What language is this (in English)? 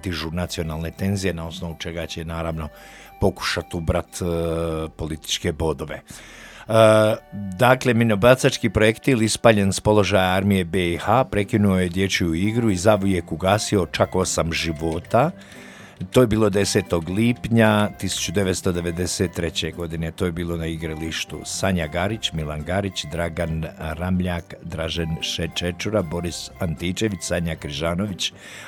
Croatian